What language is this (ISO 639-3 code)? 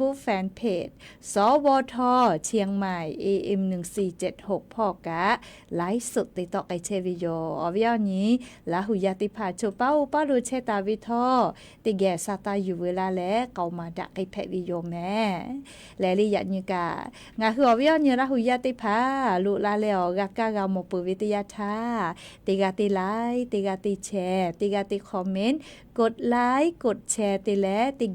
lhu